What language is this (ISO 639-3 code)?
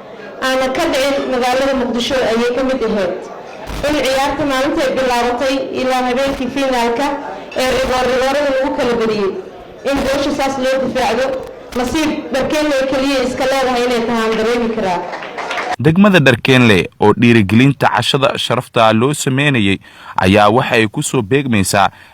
som